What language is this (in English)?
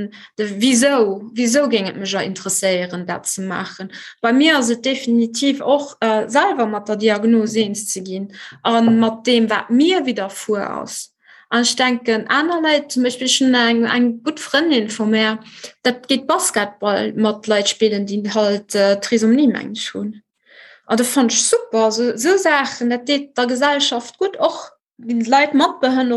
Luxembourgish